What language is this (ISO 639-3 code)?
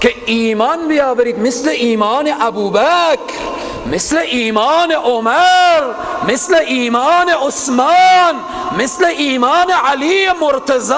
fas